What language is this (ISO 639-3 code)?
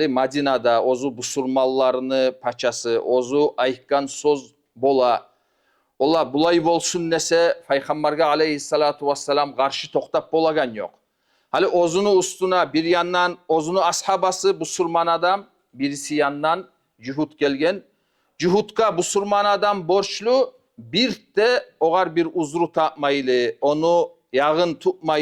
kum